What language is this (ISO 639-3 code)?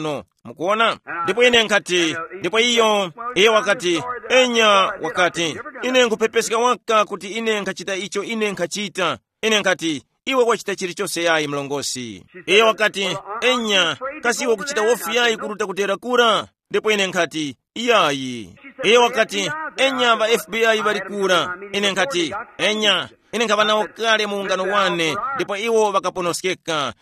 tum